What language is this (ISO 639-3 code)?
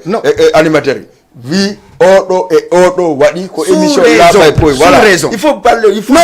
ful